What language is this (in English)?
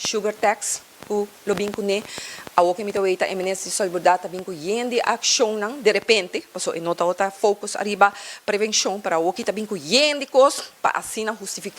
Papiamento